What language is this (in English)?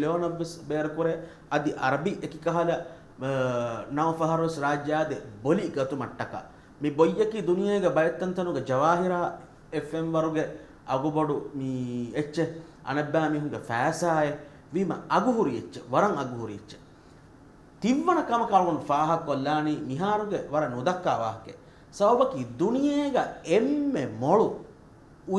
Divehi